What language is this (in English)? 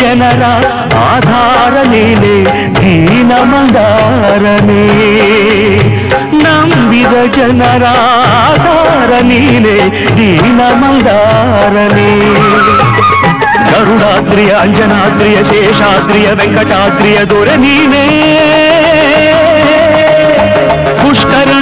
Kannada